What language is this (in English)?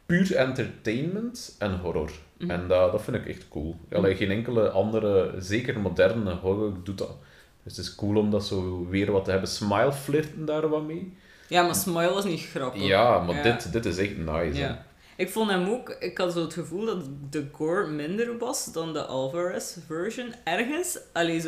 Dutch